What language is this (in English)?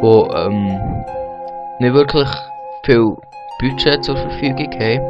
Swiss German